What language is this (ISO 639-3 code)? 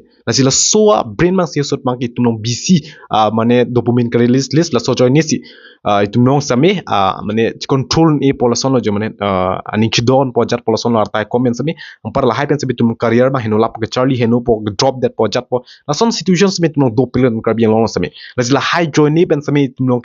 mjw